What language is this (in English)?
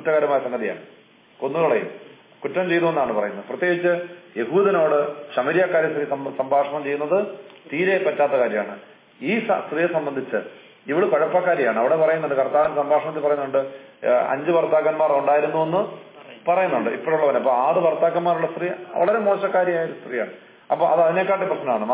Malayalam